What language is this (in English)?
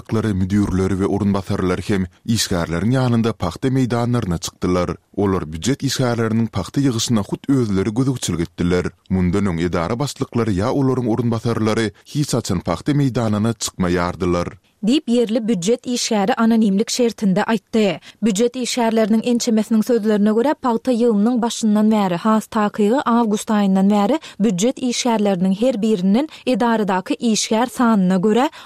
Turkmen